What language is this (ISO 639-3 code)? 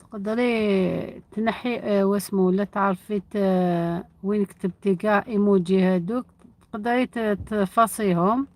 arq